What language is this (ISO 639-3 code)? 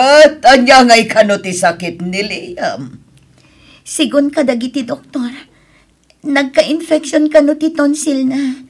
ilo